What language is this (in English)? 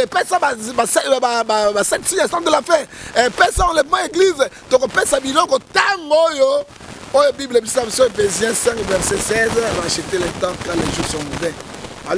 Lingala